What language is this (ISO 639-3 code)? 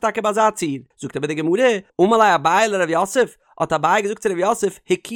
yid